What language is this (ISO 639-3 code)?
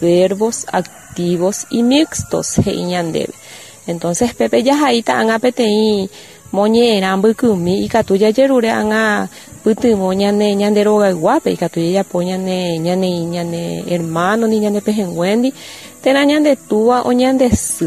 grn